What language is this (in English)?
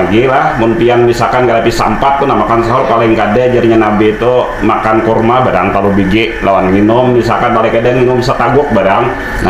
Banjar